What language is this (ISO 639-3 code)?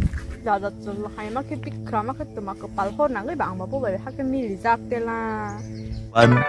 trp